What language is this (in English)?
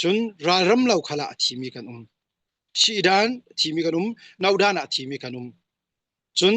Falam Chin